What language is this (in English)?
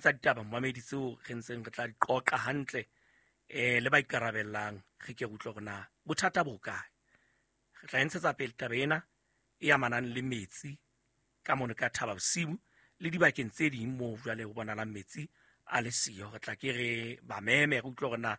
Southern Sotho